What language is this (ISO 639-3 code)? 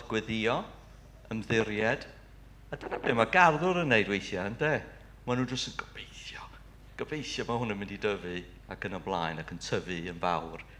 cym